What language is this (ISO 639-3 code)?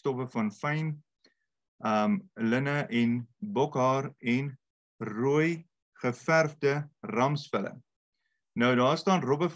afr